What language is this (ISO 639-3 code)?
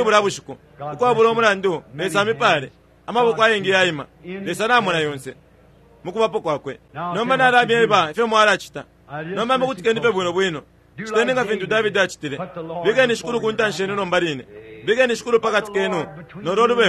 bem